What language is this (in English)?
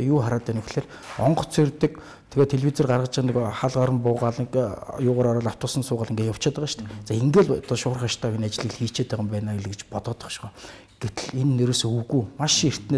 Mongolian